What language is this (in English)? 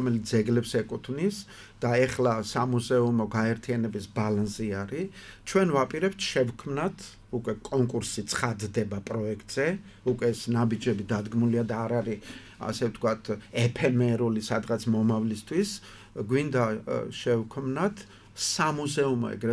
Georgian